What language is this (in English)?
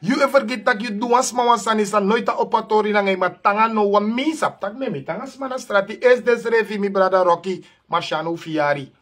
Sranan Tongo